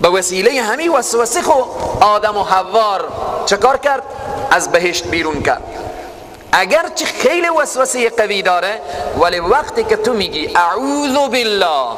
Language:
Persian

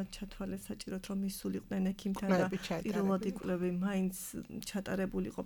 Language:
Georgian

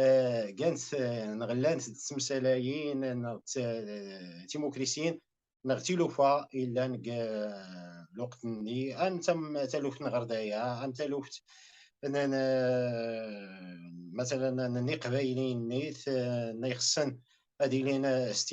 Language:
Kabyle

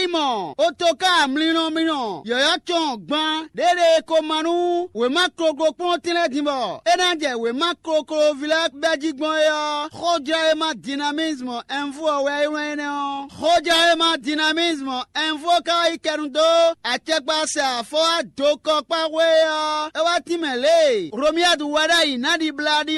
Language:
Fon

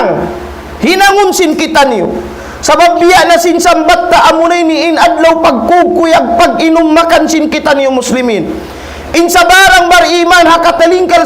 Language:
Tausug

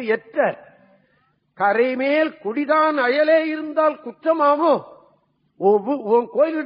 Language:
Tamil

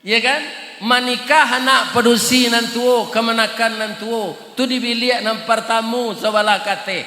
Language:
Minangkabau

